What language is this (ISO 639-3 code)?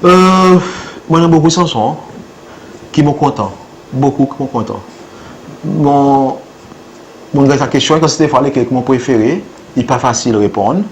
crs